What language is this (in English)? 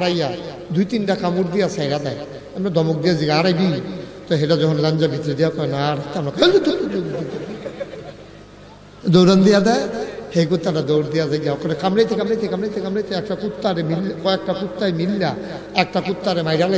Bangla